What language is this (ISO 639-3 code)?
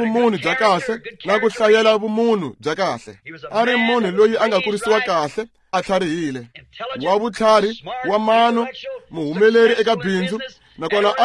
tso